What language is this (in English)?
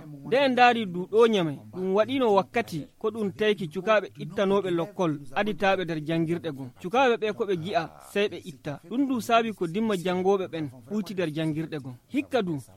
Fula